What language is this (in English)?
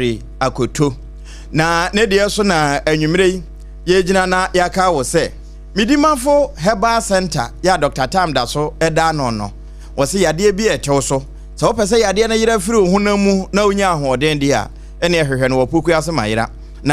Akan